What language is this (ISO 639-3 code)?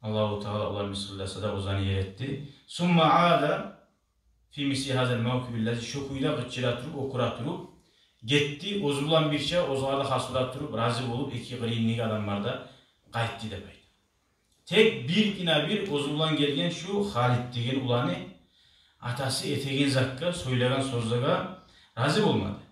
kum